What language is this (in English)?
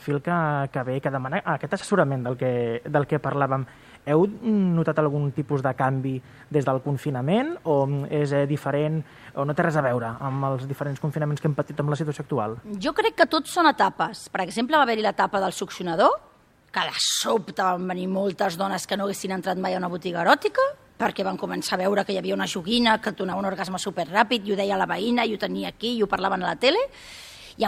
Catalan